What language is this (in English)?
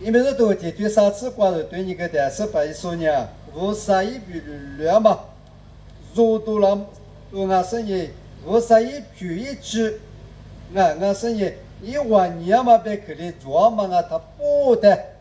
Lisu